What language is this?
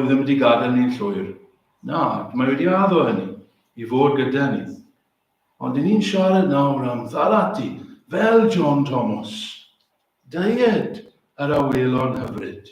Welsh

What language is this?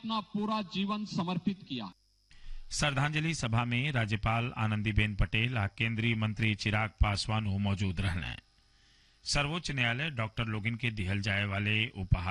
Bhojpuri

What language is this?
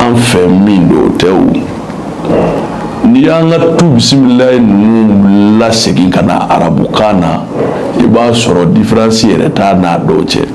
Bambara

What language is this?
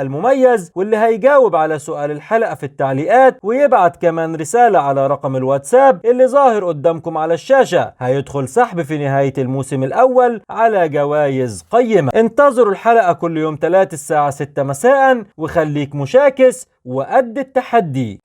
Egyptian Arabic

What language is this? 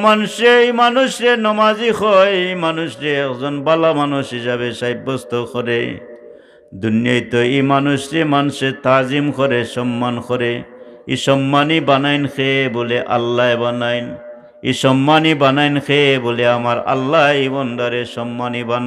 Sylheti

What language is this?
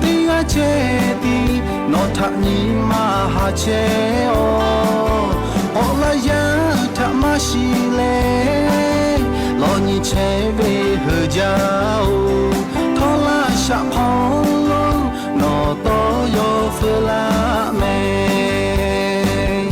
Lahu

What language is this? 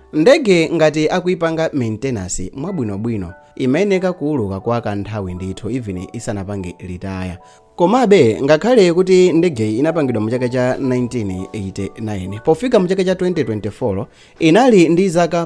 Nyanja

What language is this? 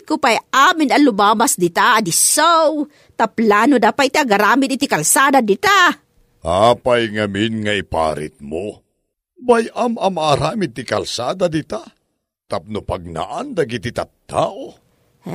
Iloko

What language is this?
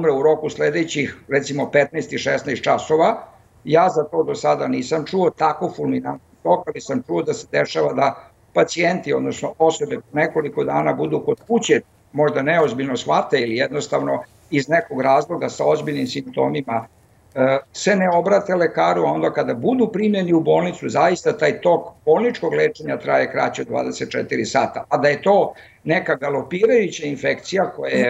Serbian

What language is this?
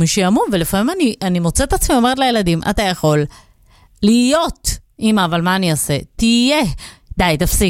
Hebrew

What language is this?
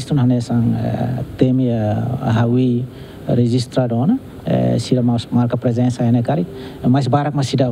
Tetum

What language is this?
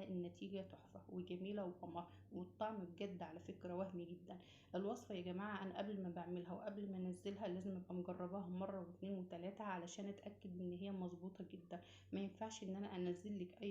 Egyptian Arabic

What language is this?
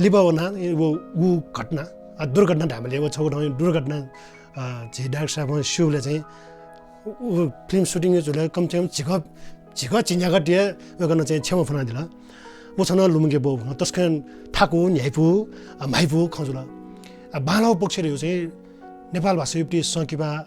Newari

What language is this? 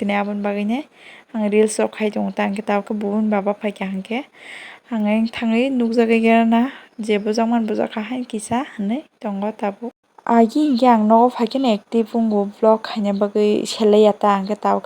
Kok Borok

